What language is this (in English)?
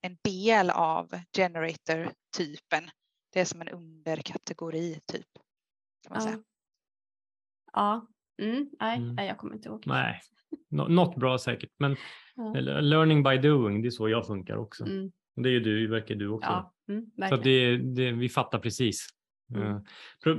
Swedish